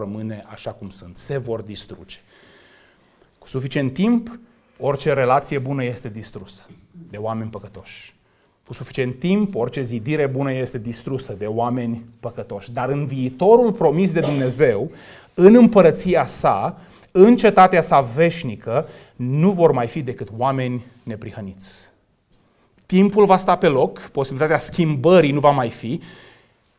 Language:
Romanian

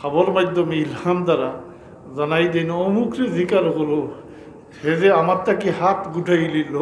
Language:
Sylheti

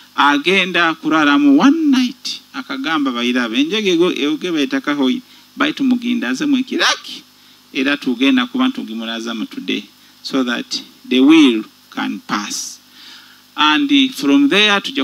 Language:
Nyoro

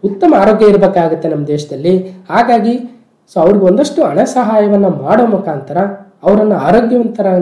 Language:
Kannada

